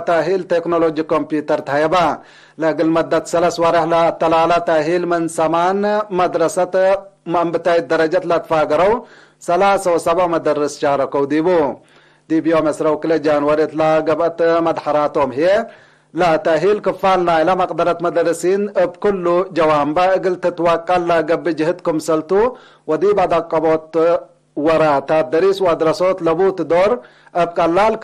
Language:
Tigre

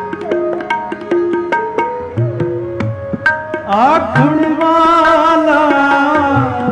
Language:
Punjabi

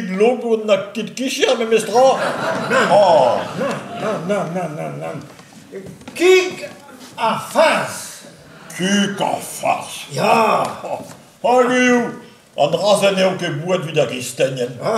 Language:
Breton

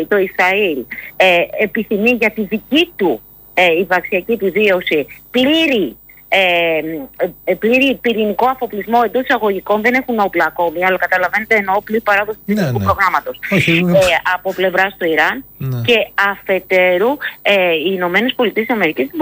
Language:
Greek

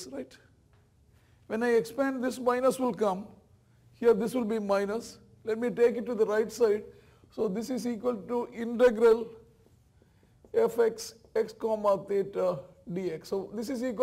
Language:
English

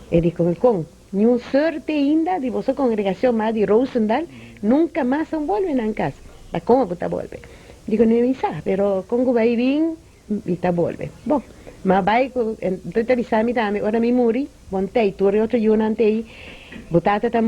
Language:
Papiamento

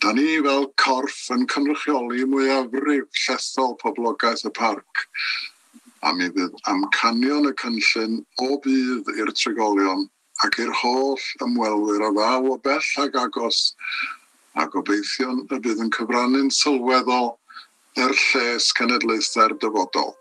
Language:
Welsh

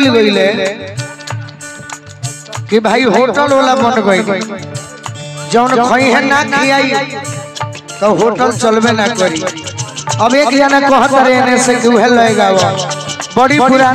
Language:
Bhojpuri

